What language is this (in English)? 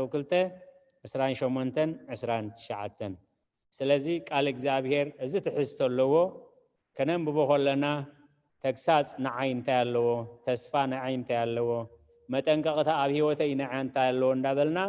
Tigrinya